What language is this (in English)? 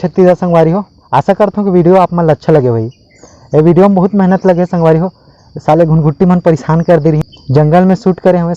Chhattisgarhi